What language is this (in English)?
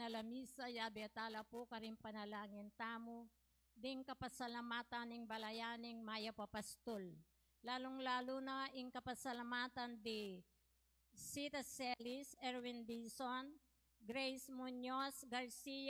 Pampanga